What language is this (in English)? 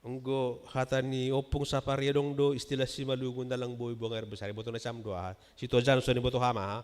Batak Simalungun